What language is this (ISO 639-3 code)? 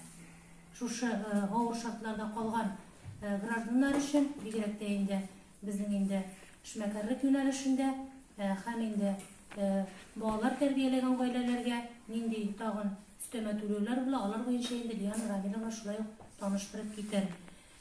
tat